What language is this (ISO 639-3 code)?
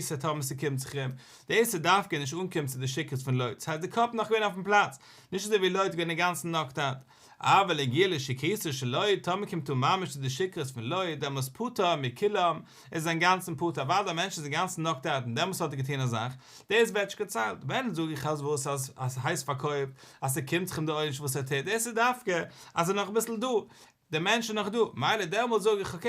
yid